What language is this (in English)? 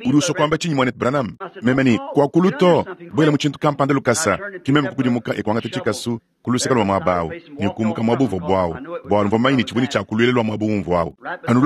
Luba-Lulua